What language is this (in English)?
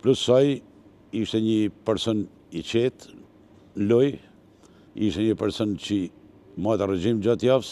Albanian